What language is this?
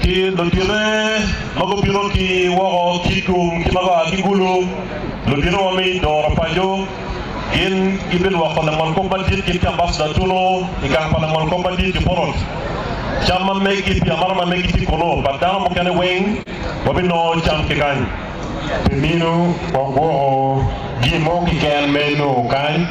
Acoli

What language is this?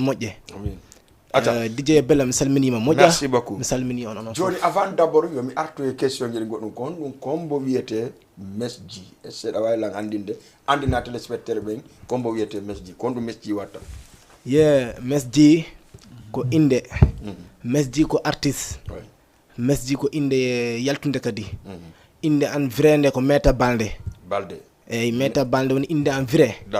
Fula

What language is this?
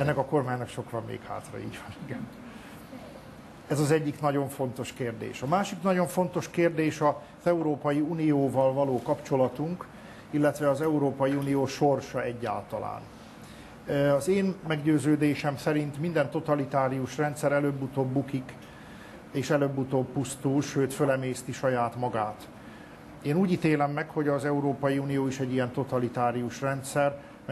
Hungarian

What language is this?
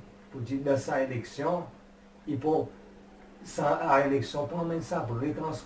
Seselwa Creole French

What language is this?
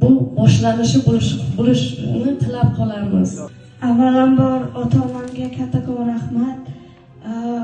Uzbek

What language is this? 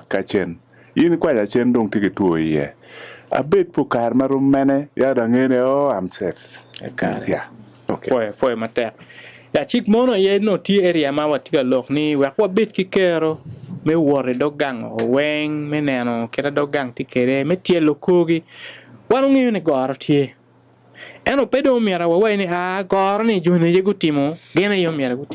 Acoli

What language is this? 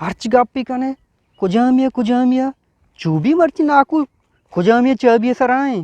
Eastern Balochi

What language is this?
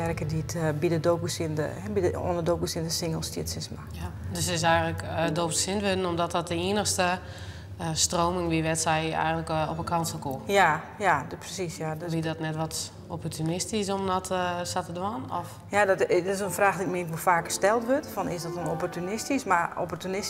Western Frisian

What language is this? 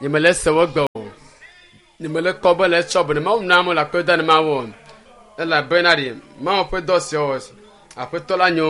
Ewe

